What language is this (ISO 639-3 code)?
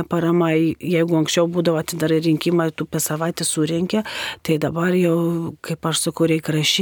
lit